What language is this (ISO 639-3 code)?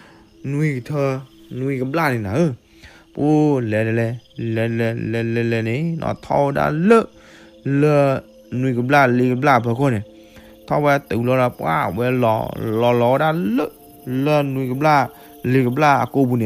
ksw